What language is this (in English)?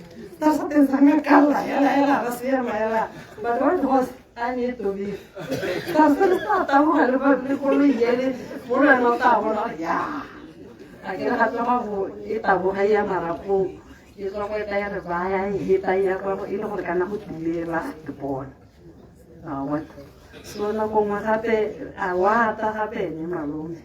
Tswana